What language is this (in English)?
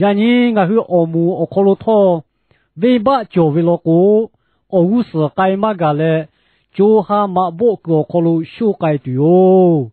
Lahu